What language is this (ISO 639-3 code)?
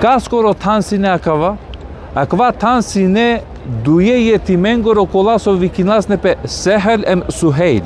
rmn